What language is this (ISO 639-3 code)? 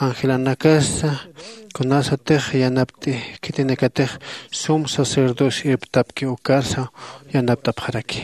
aym